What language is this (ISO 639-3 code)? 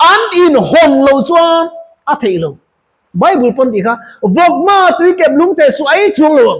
lus